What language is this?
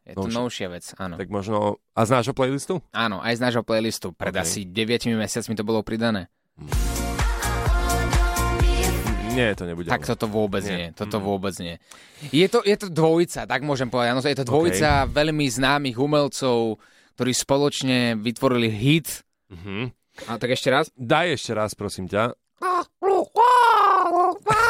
Slovak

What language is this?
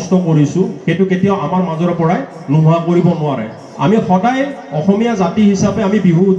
Assamese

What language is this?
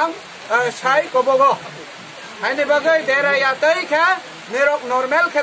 Kok Borok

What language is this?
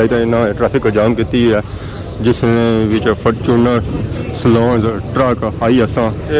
Pahari-Potwari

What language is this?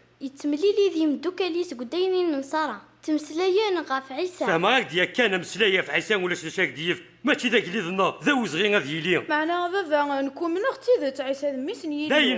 Kabyle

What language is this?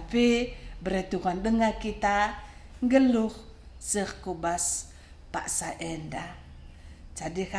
Batak Karo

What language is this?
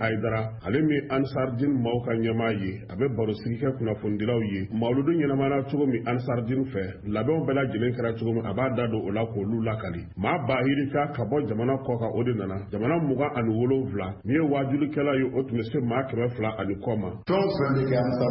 Bambara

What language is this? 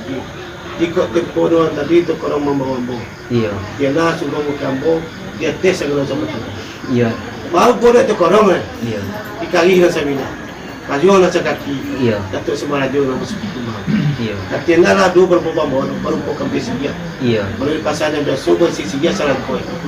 Minangkabau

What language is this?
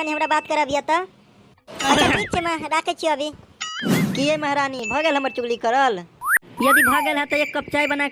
Maithili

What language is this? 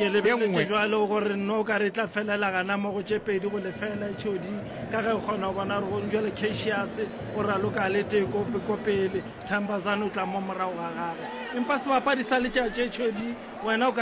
Northern Sotho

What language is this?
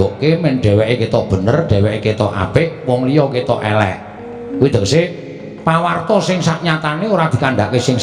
Javanese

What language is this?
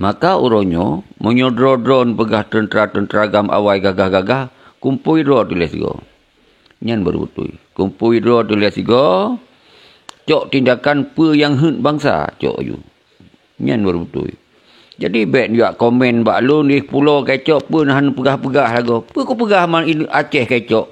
Achinese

